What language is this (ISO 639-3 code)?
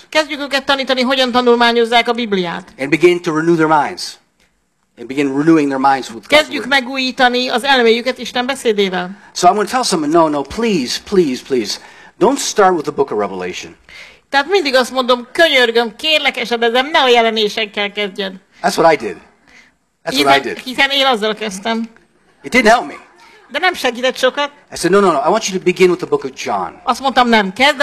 hun